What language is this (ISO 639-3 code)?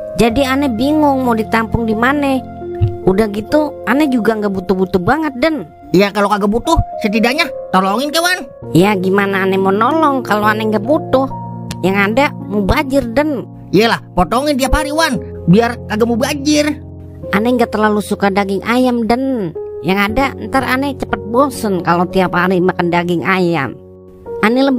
bew